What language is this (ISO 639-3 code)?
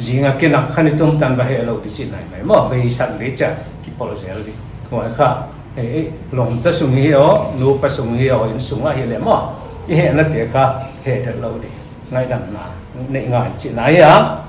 pck